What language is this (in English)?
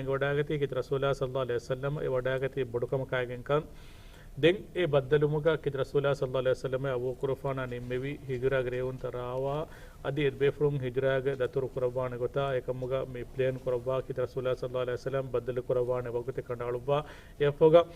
Divehi